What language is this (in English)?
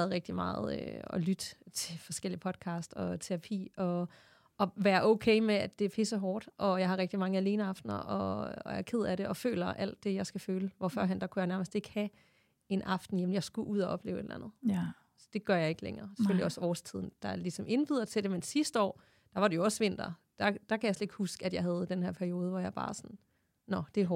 Danish